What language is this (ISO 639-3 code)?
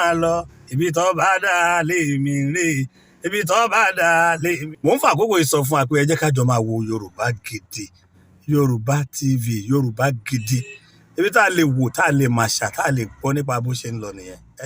yor